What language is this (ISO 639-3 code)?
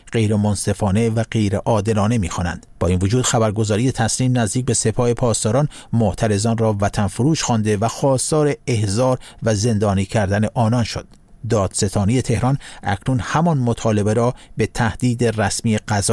fas